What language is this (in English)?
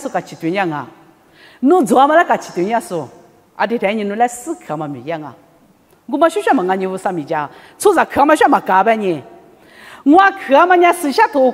Lisu